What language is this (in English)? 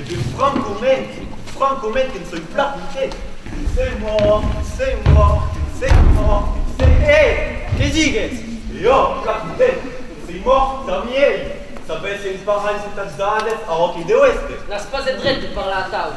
Occitan